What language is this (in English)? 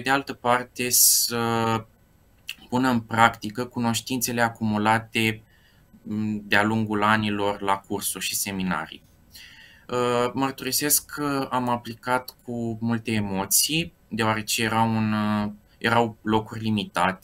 Romanian